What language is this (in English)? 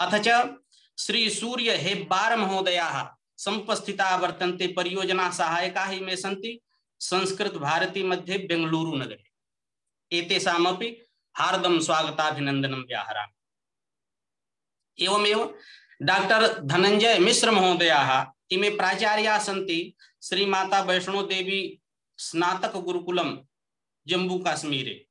Sanskrit